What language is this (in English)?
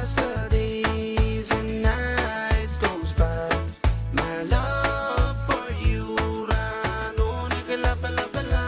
Pohnpeian